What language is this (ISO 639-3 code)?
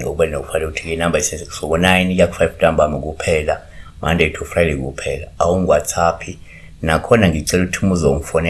zul